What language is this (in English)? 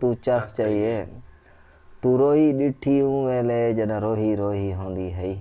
Saraiki